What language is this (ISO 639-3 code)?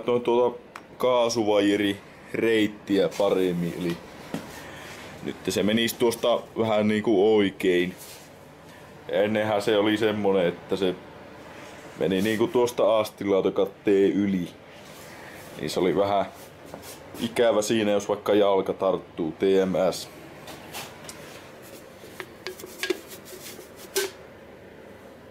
fin